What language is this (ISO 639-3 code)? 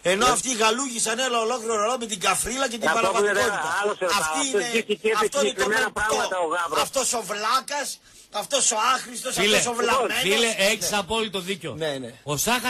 ell